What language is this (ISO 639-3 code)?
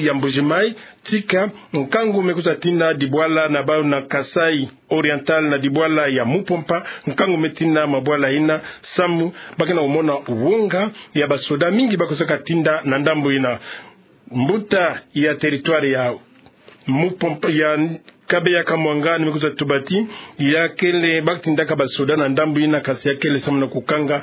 ktu